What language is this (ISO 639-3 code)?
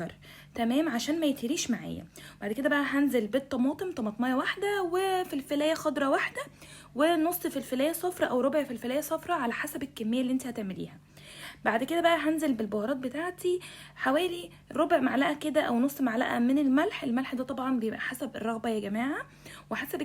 arz